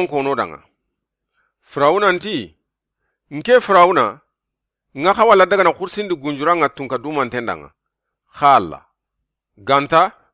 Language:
Soninke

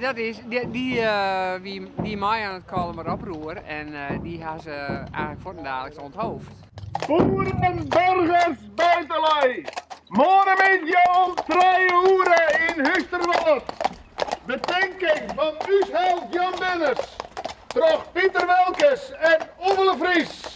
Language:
Western Frisian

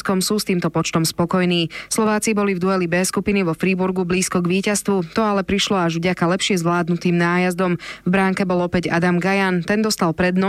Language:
Slovak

